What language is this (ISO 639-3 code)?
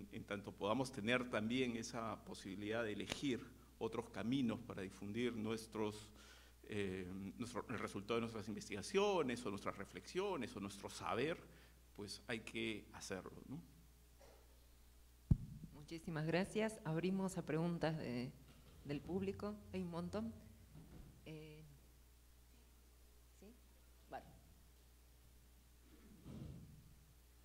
spa